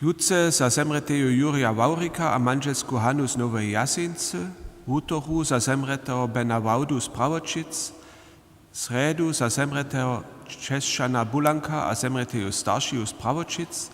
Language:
Upper Sorbian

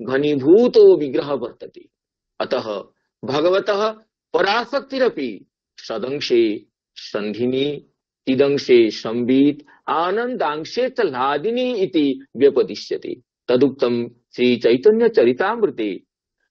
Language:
Sanskrit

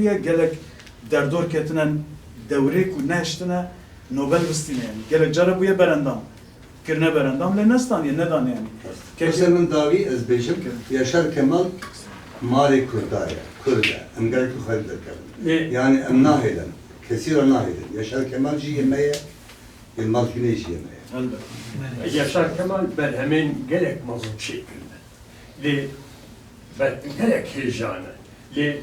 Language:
Kurdish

